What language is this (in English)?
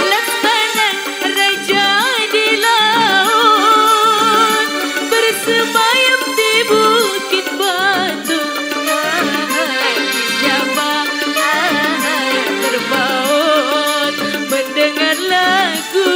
Betawi